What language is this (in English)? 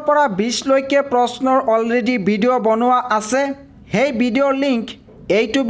Assamese